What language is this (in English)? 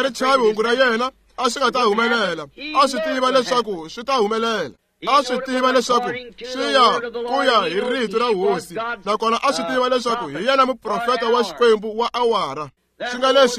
Tsonga